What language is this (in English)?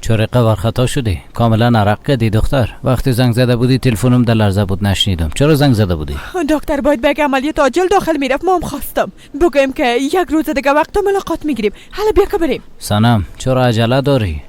Persian